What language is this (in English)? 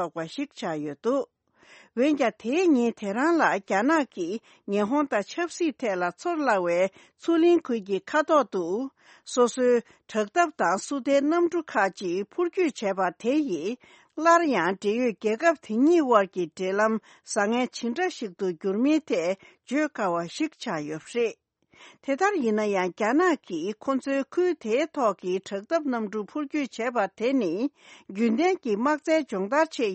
Tibetan